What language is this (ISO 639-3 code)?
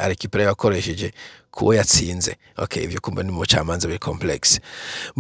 run